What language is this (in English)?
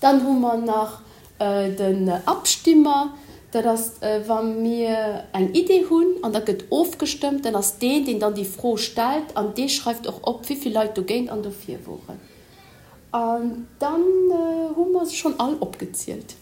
Luxembourgish